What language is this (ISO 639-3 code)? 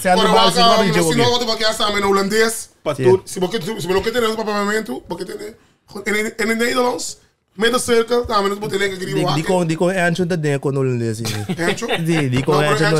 pap